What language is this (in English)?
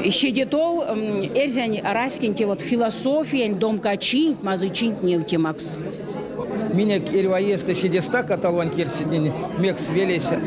Erzya